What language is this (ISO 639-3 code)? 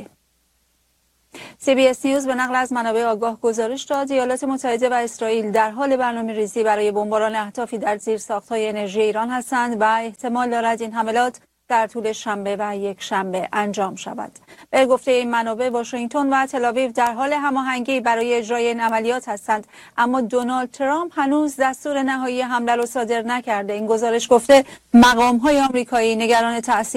fas